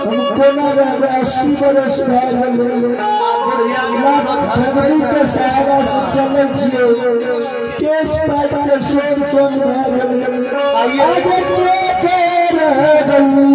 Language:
Maithili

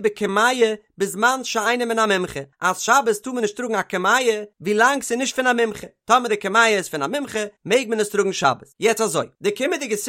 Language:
Yiddish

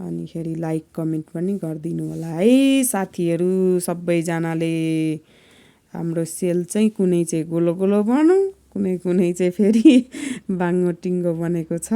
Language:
Nepali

